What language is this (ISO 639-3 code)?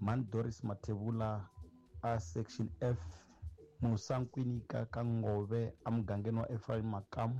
tso